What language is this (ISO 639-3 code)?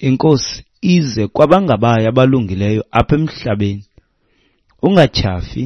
xho